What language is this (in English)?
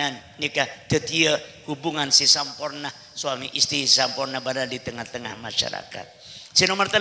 Madurese